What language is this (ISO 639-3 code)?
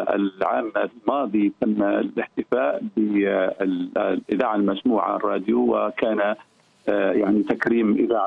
ara